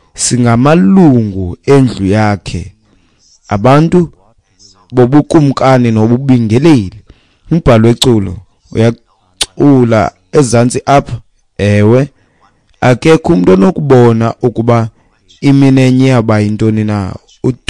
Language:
Xhosa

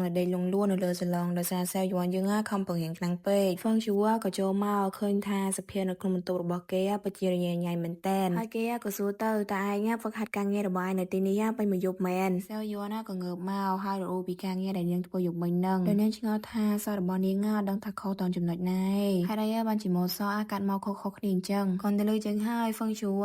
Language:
Khmer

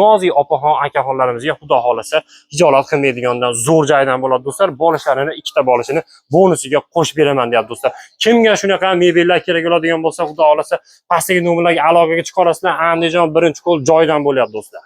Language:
Uzbek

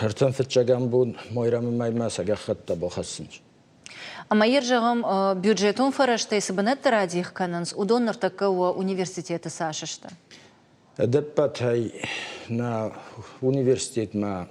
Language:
Ossetic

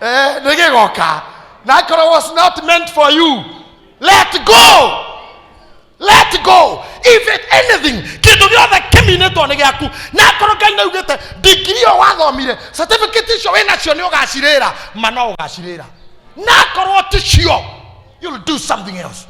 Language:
Kikuyu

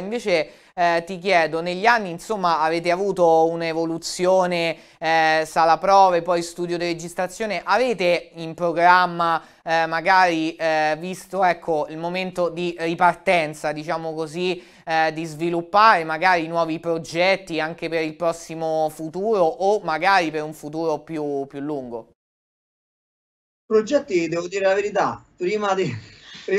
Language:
Italian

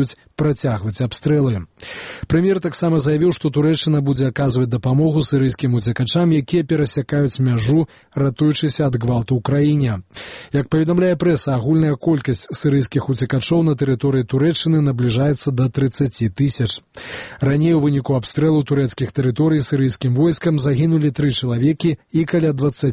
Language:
Belarusian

